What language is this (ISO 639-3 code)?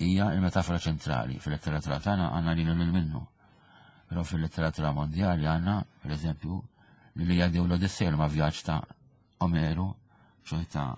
mlt